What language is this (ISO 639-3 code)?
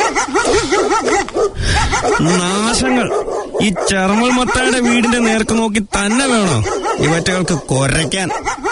mal